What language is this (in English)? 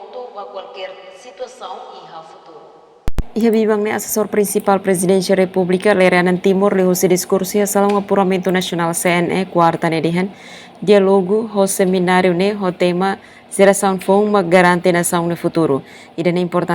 Tetum